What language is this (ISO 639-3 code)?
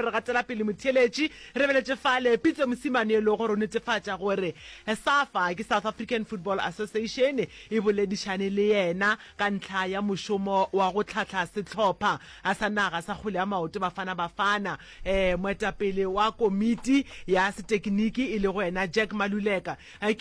nso